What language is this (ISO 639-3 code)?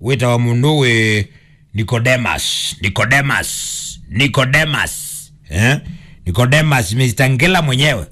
kam